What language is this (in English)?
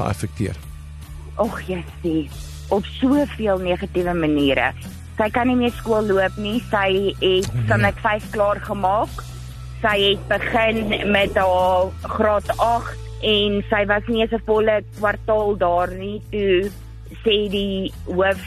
Afrikaans